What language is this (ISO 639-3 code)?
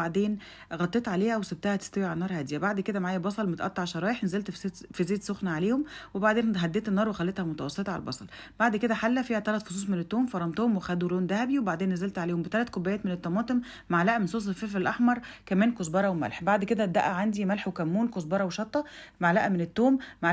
arz